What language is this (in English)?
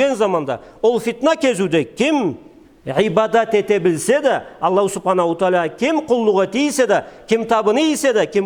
Karachay-Balkar